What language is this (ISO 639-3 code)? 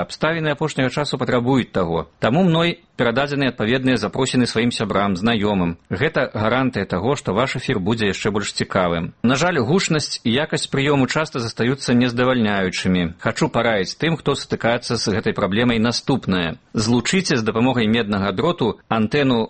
bel